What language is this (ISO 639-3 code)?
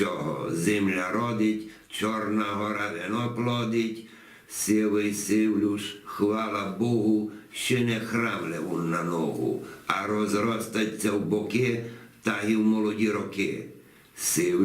rue